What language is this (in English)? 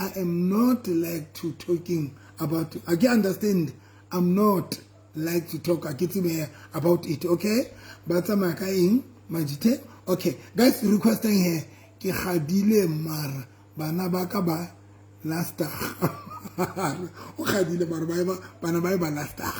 Southern Sotho